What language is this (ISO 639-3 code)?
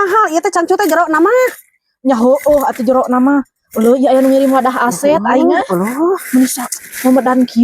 sun